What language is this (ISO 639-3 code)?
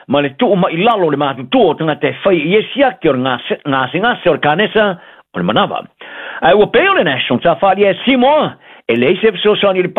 smo